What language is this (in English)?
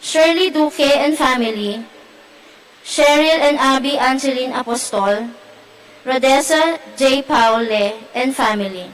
Pampanga